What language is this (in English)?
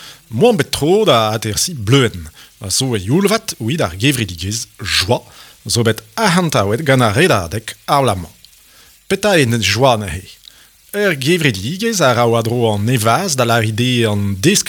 Breton